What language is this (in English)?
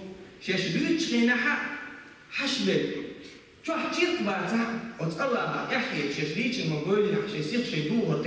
Chechen